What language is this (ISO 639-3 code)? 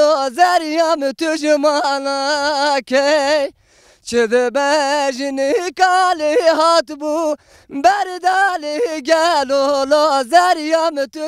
zza